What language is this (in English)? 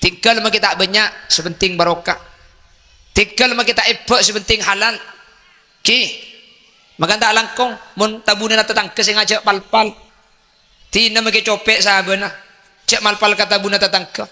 Madurese